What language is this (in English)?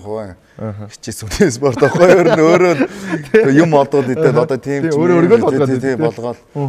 Mongolian